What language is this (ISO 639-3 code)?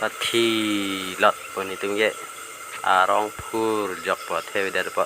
mjw